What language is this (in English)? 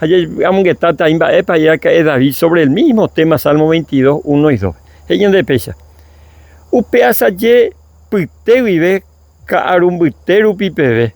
Guarani